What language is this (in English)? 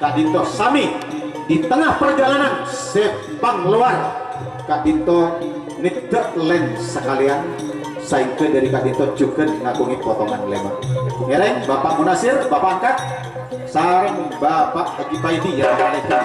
Madurese